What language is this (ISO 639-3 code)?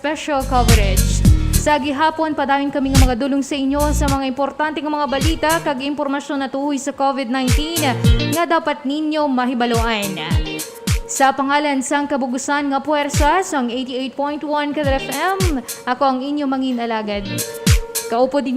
hil